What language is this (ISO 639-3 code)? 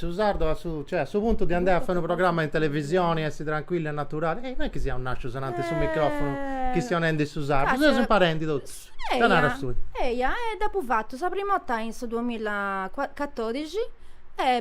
srd